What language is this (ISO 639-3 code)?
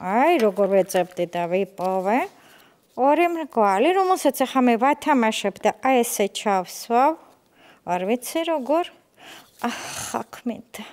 kat